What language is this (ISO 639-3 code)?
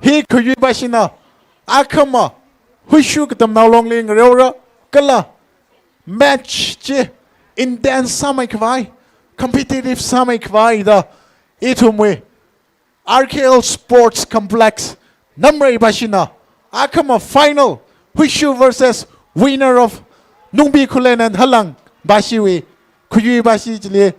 nmf